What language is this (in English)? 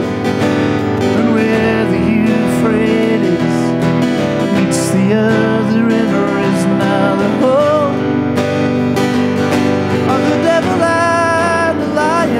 English